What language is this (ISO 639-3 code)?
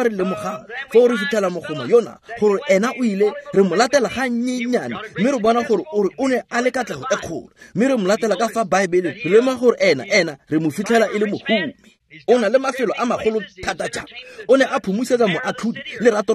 tsn